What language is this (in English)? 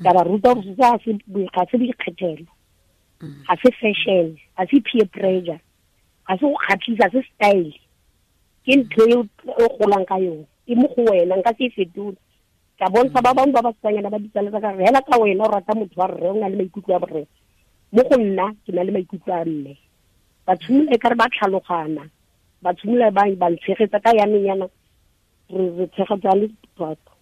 Tswana